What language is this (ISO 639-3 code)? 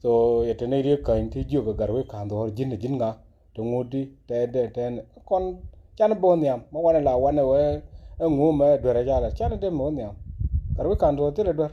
nus